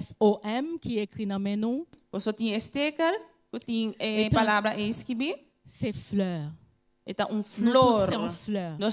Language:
Papiamento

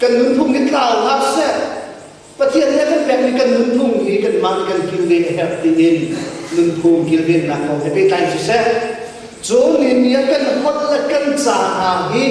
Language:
Hakha Chin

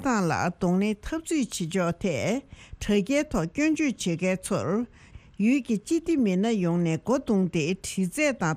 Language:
Tibetan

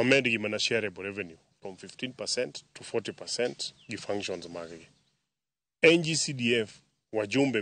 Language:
Luo (Kenya and Tanzania)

